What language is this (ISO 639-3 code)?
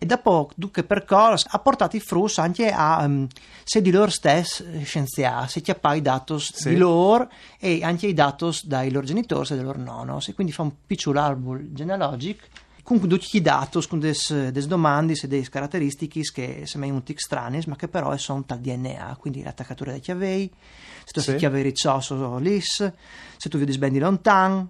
fur